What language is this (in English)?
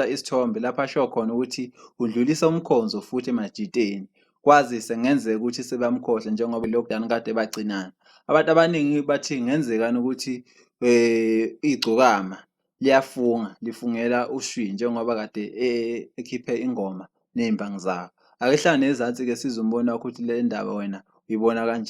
Zulu